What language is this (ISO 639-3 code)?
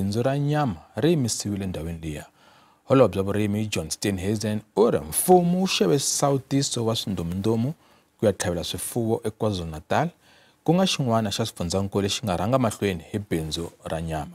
tso